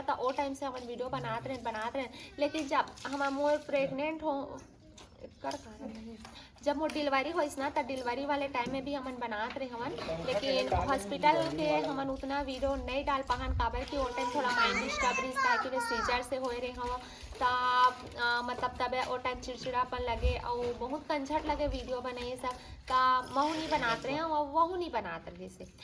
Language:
Chhattisgarhi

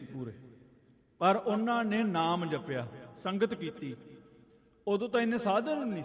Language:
Punjabi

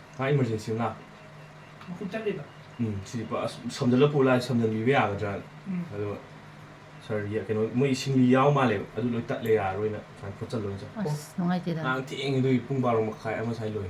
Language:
Manipuri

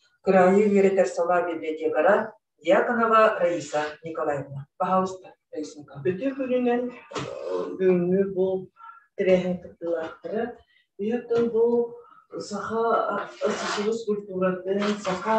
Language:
Yakut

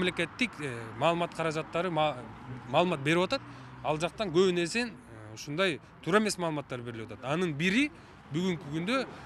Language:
Kyrgyz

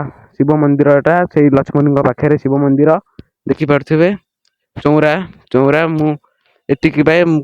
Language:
Odia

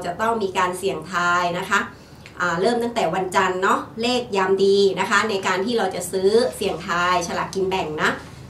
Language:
Thai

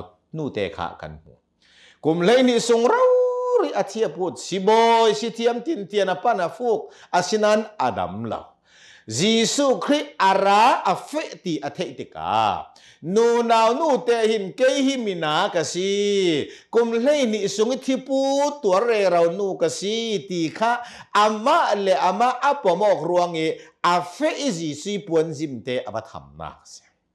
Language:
Hakha Chin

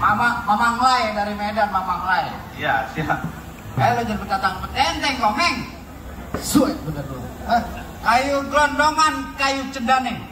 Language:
Betawi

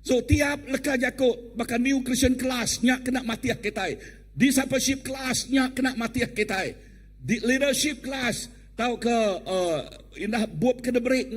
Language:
Iban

